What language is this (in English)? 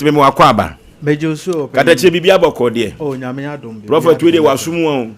Akan